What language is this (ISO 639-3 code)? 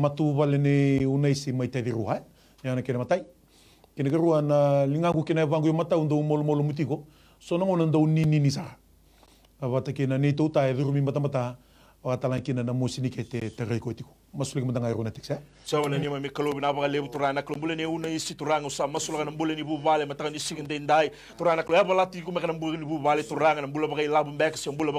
fij